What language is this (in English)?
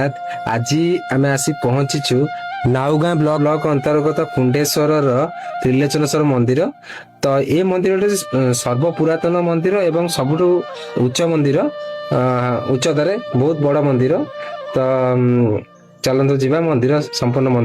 Odia